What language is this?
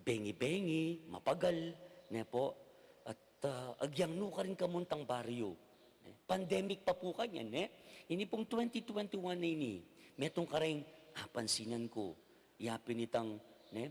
Pampanga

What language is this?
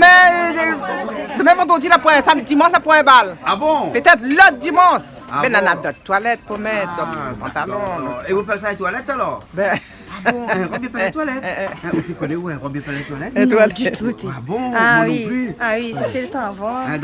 Réunion Creole French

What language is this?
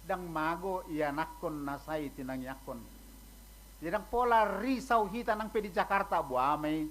Batak Toba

